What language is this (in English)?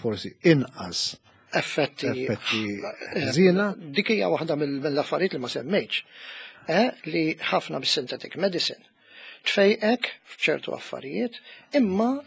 Maltese